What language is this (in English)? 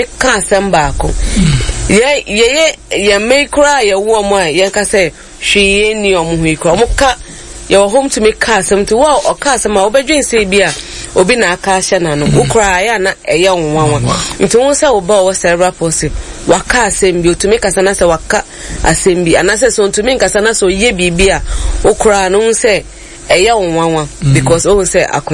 Akan